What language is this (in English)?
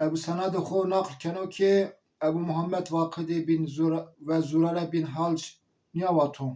Zaza